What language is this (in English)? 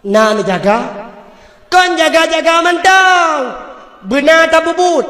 Achinese